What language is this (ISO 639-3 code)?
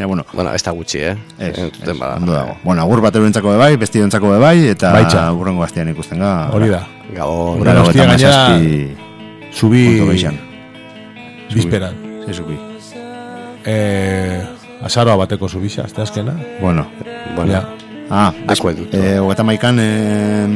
eus